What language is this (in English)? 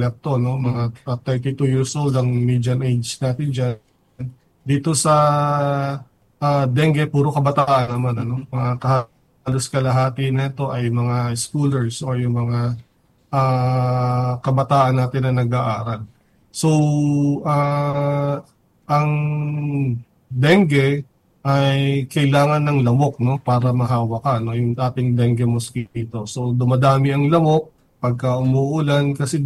Filipino